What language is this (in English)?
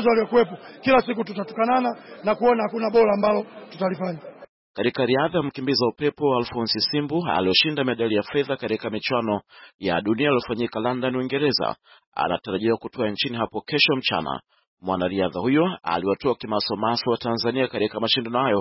Swahili